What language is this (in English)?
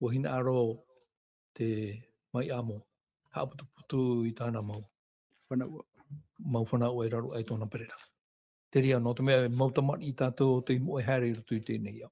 Tahitian